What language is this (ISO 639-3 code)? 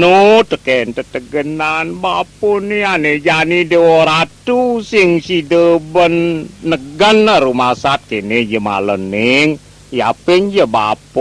ban